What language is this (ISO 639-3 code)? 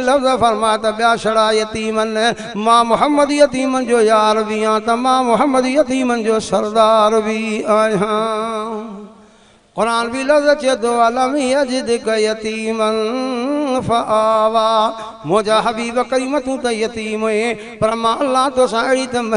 snd